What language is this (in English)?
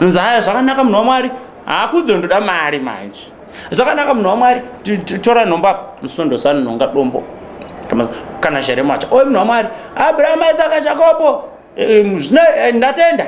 Shona